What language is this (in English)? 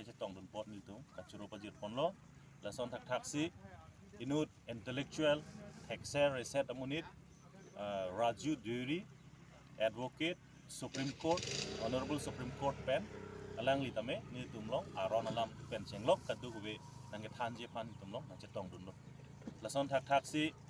Karbi